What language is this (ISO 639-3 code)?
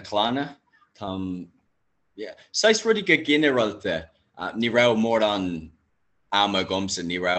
gle